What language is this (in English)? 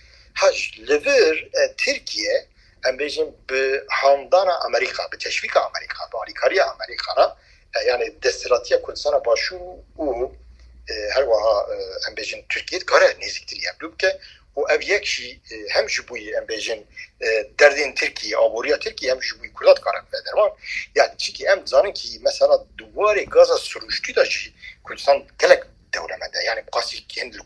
Kurdish